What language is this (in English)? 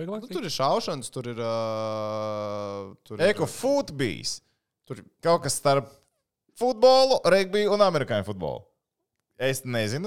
Latvian